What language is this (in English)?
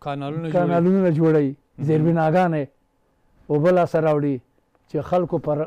Pashto